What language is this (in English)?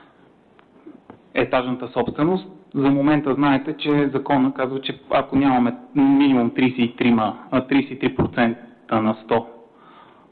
Bulgarian